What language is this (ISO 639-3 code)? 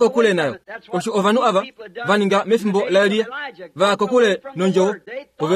kua